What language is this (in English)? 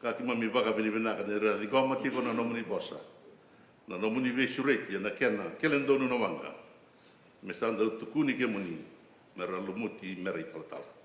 Fijian